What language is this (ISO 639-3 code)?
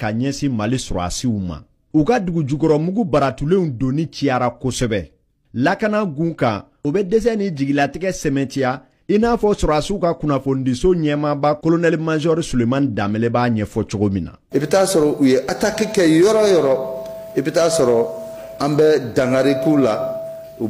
bam